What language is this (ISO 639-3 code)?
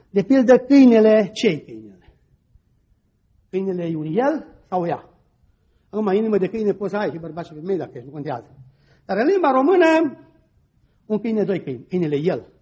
ron